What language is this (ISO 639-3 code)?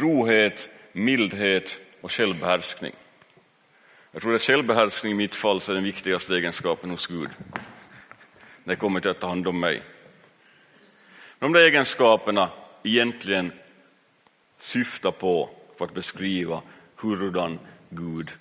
swe